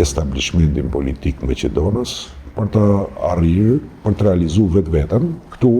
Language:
Albanian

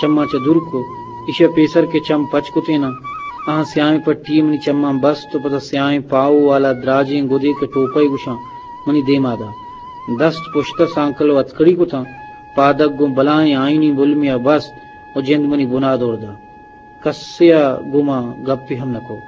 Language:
Eastern Balochi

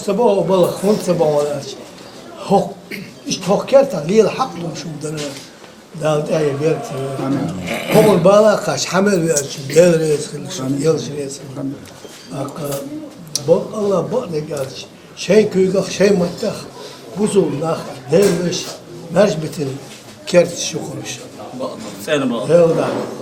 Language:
Chechen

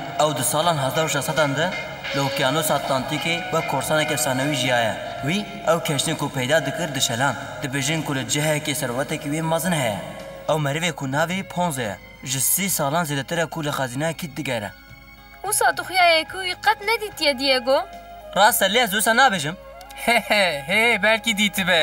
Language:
Kurdish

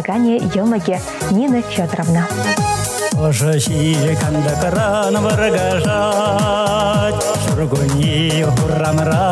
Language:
Chuvash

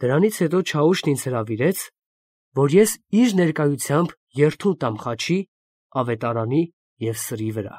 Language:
Armenian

